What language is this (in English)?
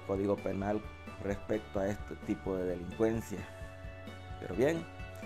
Spanish